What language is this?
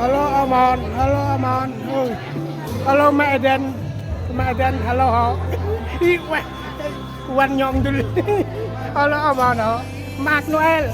Central Mnong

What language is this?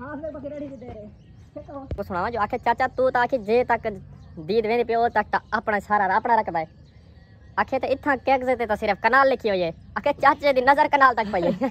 Saraiki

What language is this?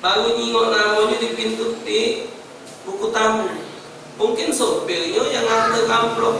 Musi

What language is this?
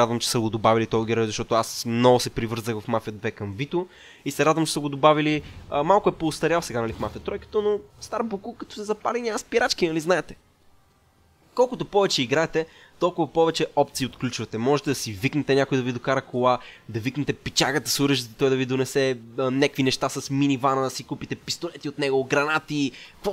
Bulgarian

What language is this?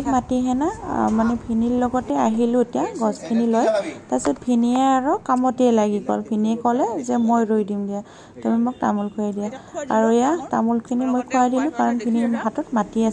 Assamese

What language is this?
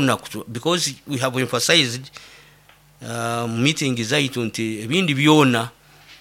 Nyoro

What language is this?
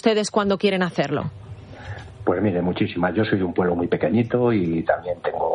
Spanish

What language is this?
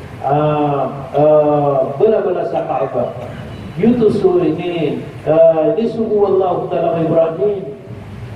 Maranao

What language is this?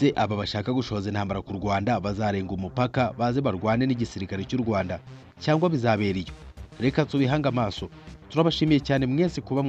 Kinyarwanda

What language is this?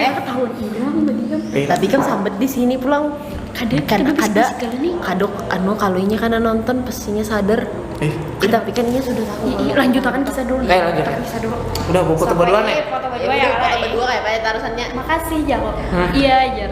Banjar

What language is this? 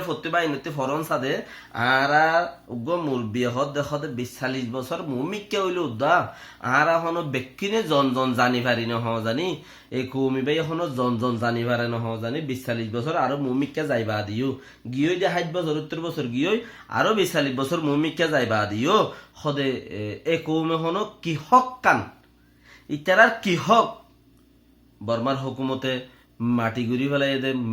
Rohingya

